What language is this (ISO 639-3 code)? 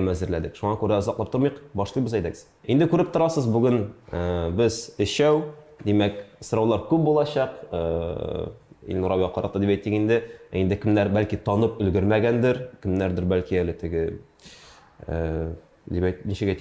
tat